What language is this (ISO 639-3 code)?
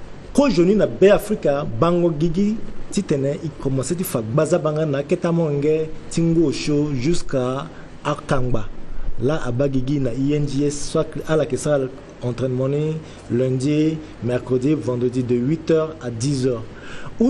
sag